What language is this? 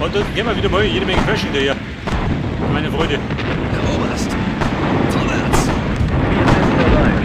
Bavarian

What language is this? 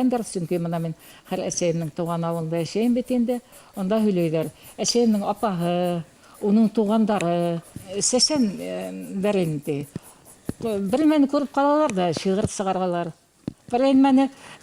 Bashkir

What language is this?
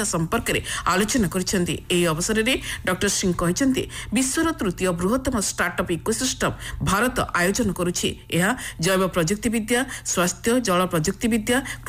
Odia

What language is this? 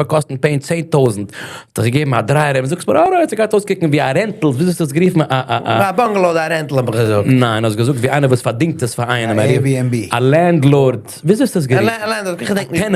Yiddish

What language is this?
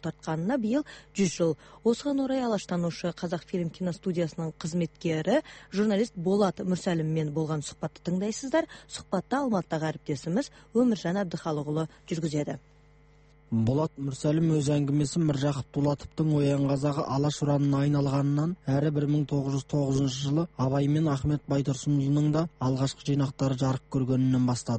Kazakh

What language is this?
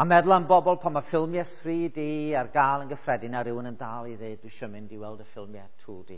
Welsh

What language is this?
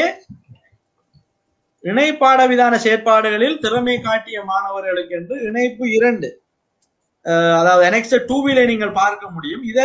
Tamil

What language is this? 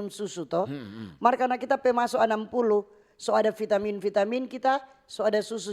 Manado Malay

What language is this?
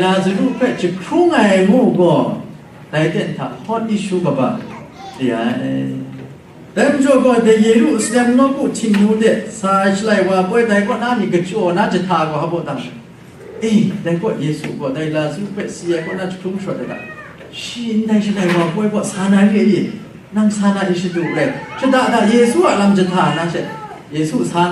Kachin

